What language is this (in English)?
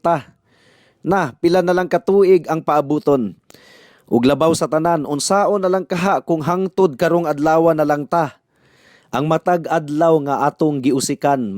Cebuano